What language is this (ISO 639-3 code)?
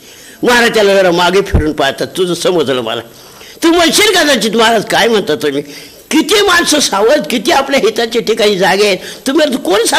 mar